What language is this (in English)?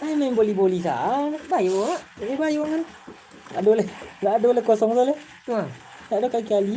Minangkabau